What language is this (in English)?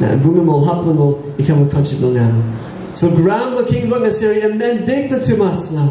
Tok Pisin